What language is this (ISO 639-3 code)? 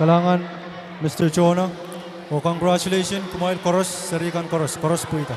pon